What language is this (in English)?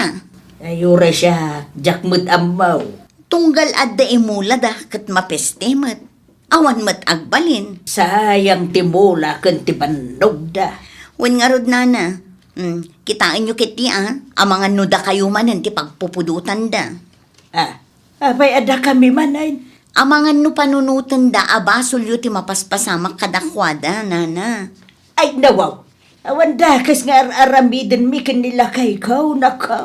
Iloko